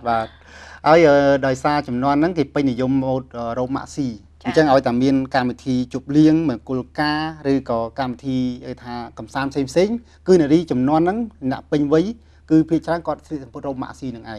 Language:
Khmer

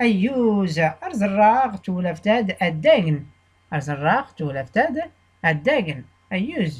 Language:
Tachelhit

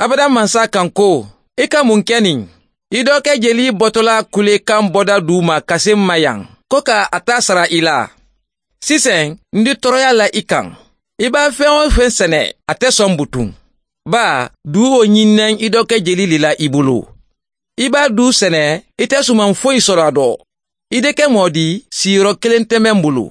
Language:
Mandingo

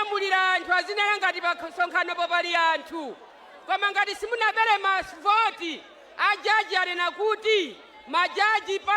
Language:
Nyanja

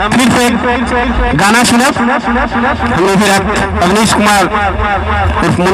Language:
Magahi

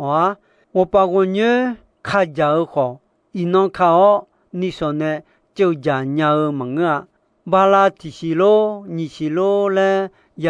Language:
Akha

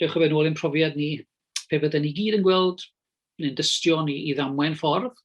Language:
Welsh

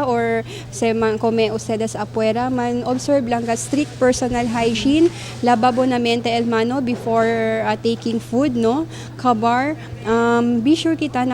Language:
Chavacano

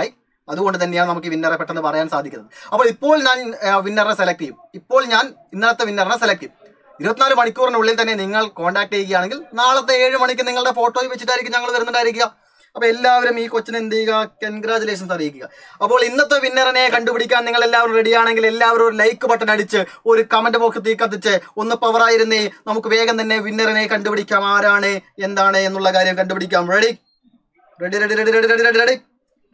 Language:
Malayalam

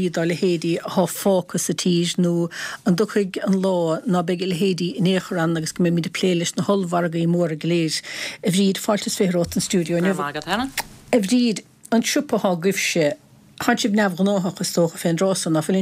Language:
Irish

